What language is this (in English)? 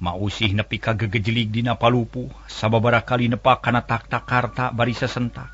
Sundanese